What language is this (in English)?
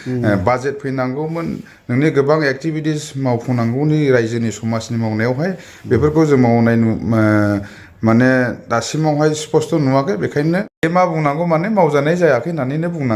Bodo